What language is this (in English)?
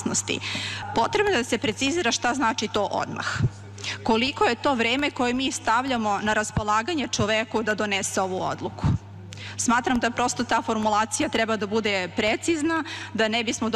Serbian